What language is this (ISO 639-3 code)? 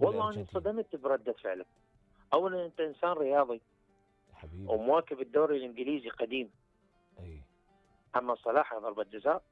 acm